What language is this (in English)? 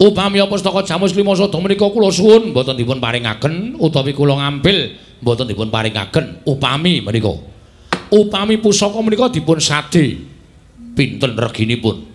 Javanese